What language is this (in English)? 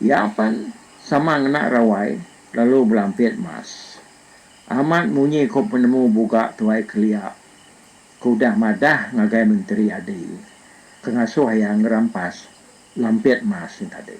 Iban